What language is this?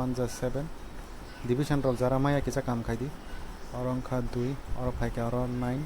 Kok Borok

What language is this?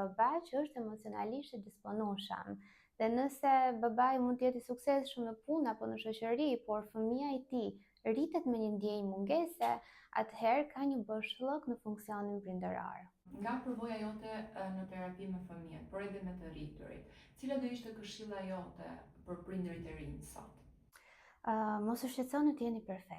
Albanian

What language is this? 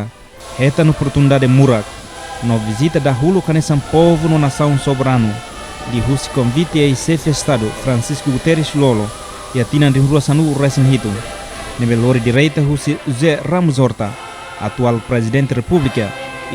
Tetum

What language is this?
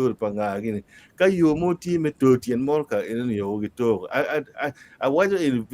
Acoli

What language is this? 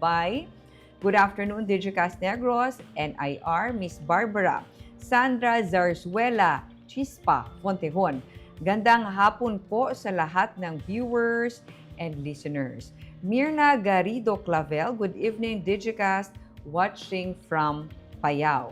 Hiligaynon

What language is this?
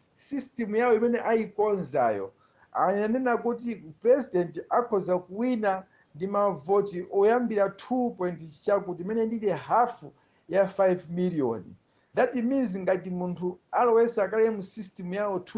Nyanja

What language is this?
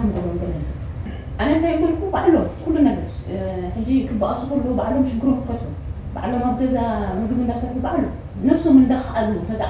Tigrinya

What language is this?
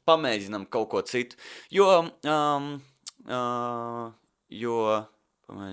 Latvian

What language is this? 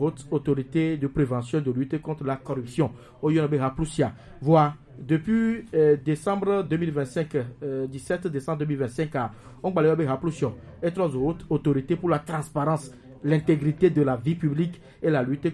Gen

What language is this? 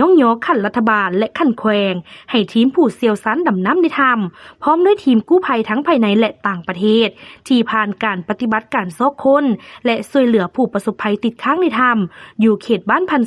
Lao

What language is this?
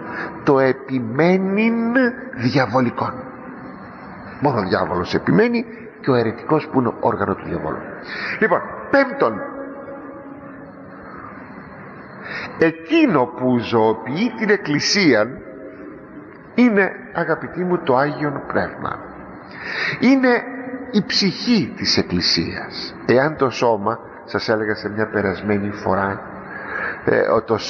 Greek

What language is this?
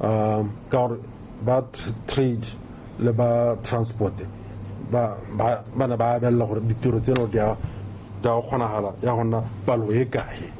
Tswana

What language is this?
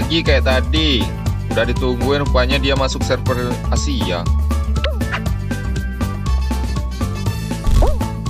Indonesian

